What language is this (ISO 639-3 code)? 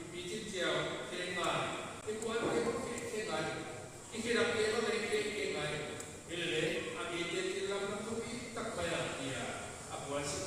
pck